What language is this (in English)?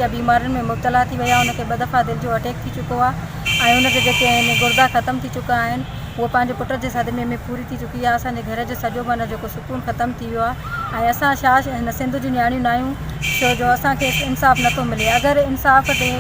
Sindhi